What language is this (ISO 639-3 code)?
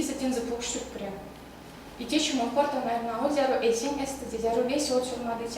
myv